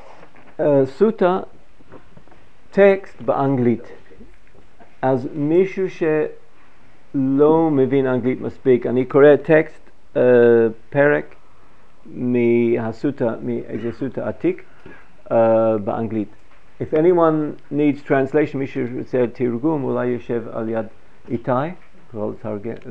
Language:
Hebrew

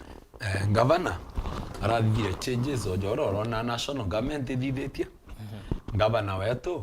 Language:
Meru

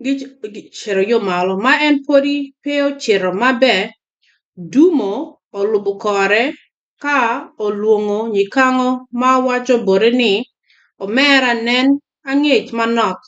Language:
Acoli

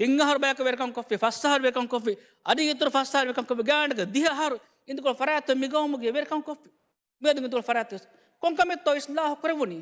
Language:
Divehi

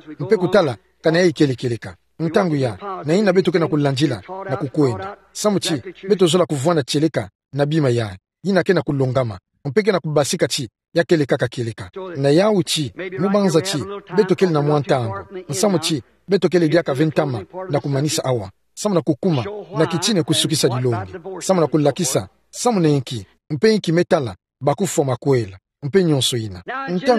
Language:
Kituba (Democratic Republic of Congo)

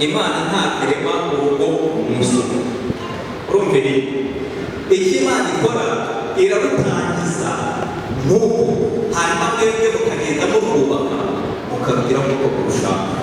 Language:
Kinyarwanda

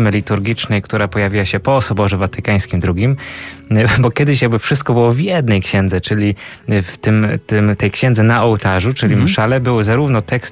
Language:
Polish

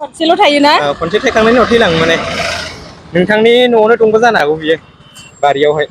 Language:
Bodo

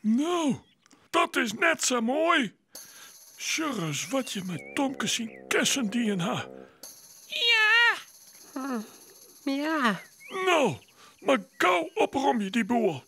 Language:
Western Frisian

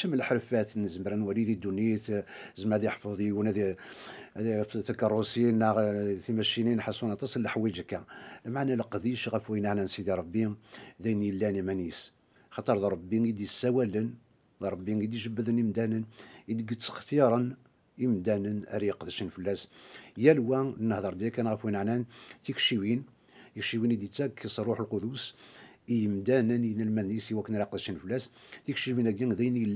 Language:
Kabyle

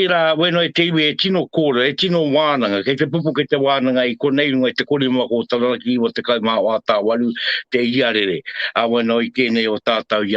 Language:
Māori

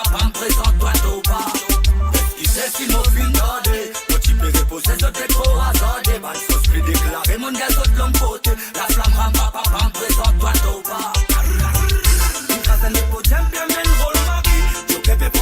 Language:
Morisyen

